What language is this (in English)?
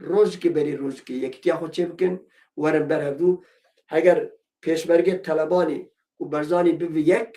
Kurdish